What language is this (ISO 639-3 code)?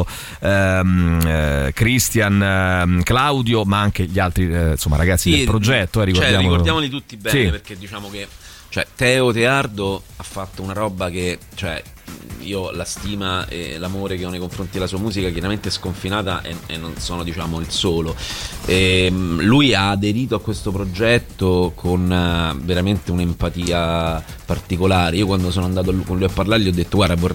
ita